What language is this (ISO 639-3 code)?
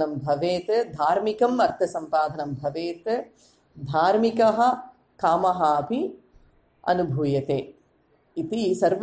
san